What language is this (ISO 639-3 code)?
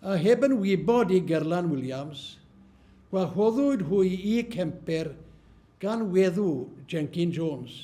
cym